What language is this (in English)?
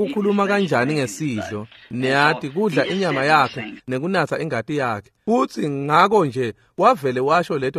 Swati